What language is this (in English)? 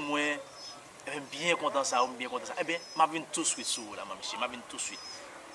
Haitian Creole